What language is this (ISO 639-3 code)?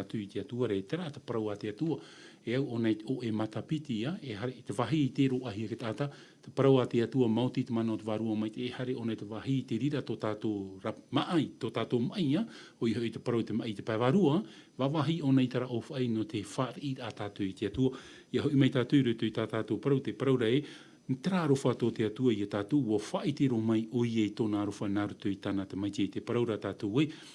tah